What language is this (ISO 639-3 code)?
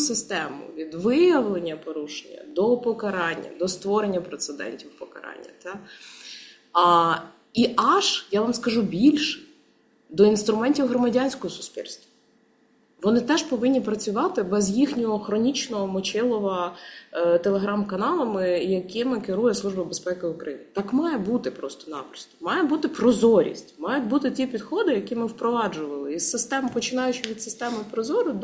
ukr